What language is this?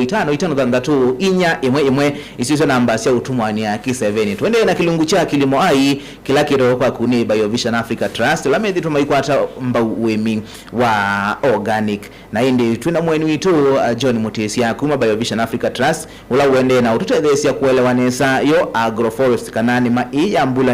Kamba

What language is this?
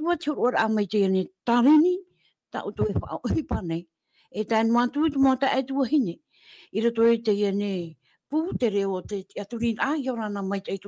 Tahitian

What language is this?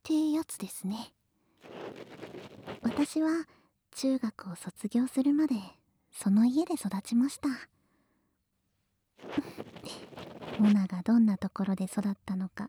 Japanese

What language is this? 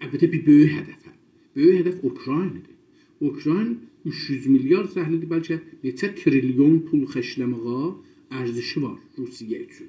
South Azerbaijani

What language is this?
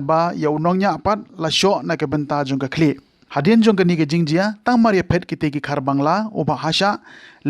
Khasi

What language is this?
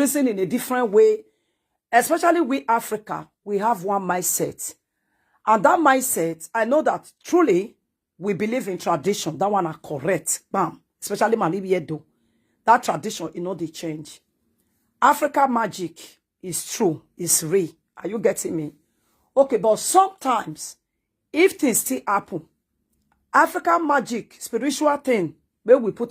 Nigerian Pidgin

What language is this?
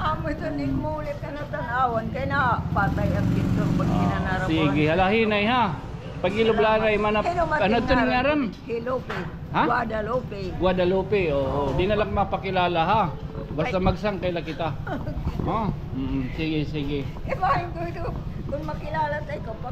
Waray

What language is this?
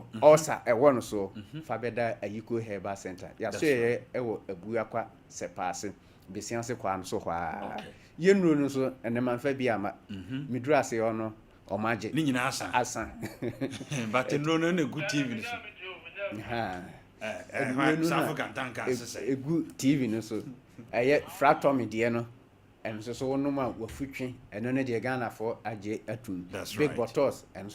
Akan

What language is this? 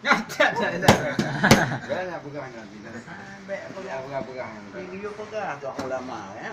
Achinese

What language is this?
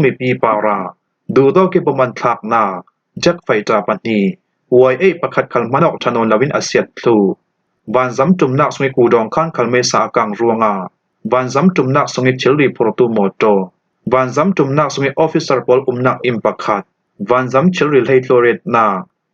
Falam Chin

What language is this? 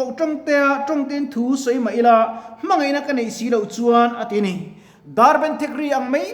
Mizo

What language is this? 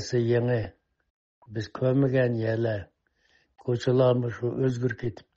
Uyghur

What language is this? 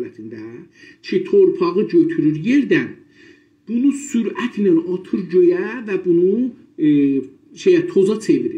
South Azerbaijani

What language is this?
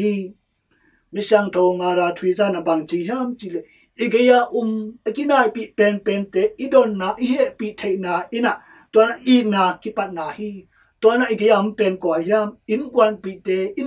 Tedim Chin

